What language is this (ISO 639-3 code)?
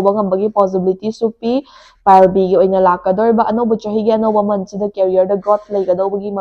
mni